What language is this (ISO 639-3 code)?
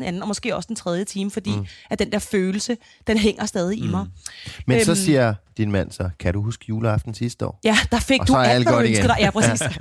dan